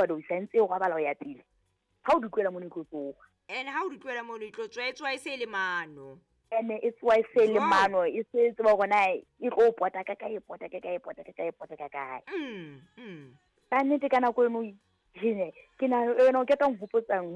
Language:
Southern Sotho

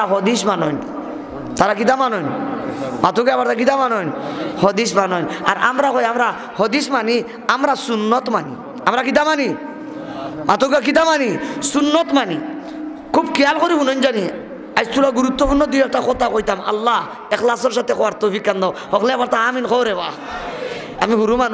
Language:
Sylheti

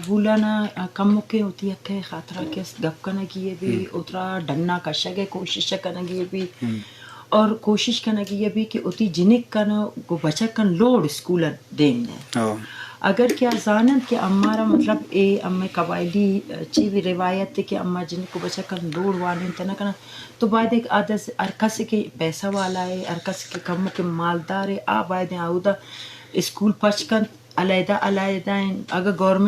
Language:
Eastern Balochi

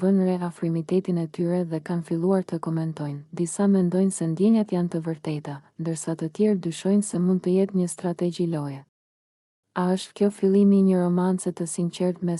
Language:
Albanian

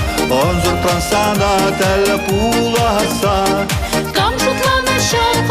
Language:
Chuvash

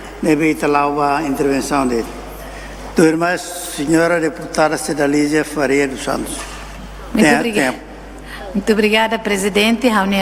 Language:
Tetum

